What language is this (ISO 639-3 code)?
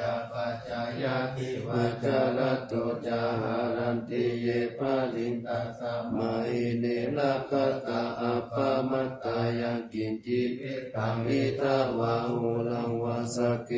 pli